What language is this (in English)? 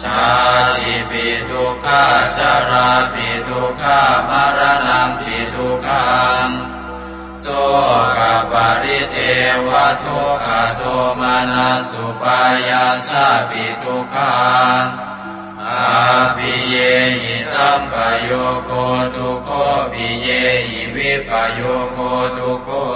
Pali